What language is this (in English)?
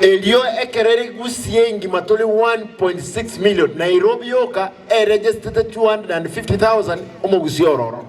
Gusii